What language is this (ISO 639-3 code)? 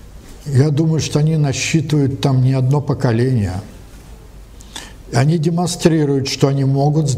rus